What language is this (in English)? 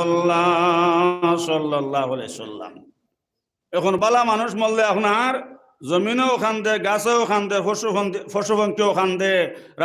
Sylheti